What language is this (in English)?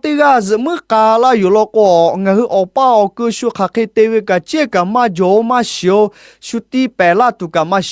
Lahu